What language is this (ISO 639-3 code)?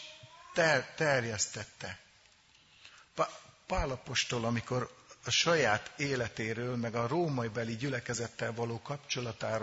hun